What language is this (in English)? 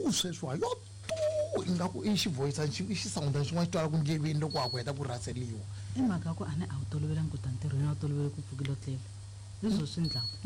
Tsonga